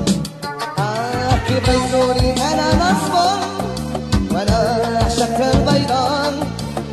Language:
Algerian Arabic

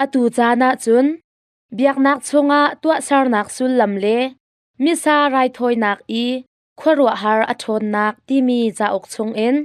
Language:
Hakha Chin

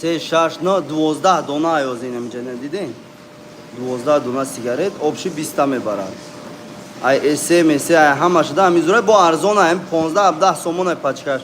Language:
Tajik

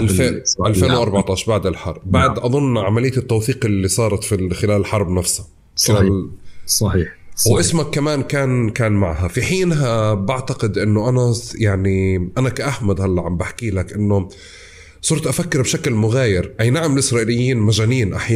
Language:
North Levantine Arabic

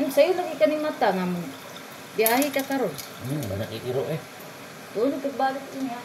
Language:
Cebuano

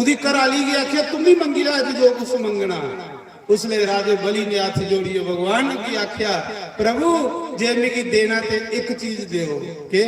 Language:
Dogri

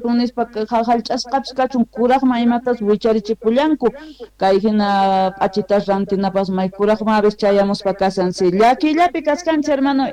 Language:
Quechua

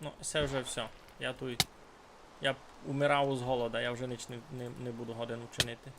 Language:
Rusyn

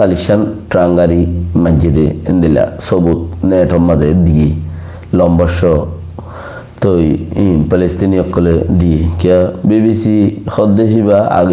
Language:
Rohingya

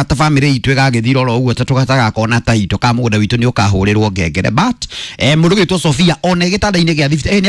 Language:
Kikuyu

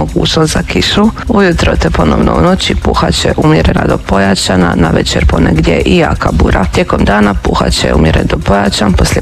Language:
Croatian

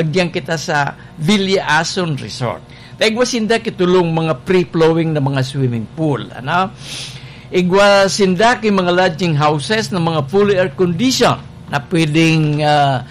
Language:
Bikol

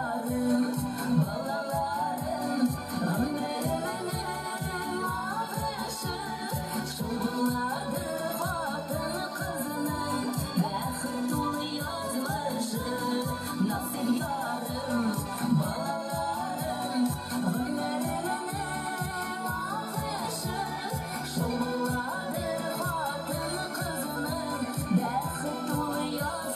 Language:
Bashkir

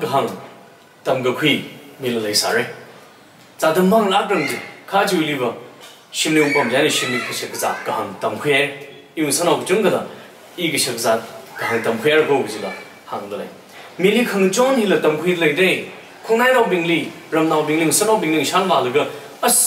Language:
Tangkhul Naga (India)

